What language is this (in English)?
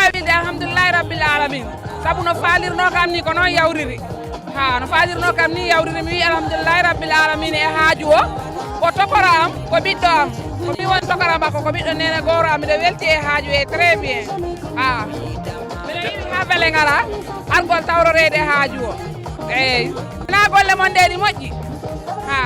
Fula